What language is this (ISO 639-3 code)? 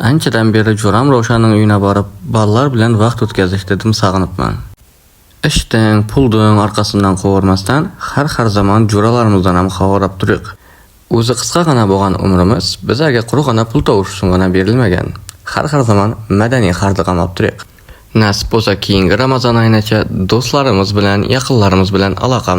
uzb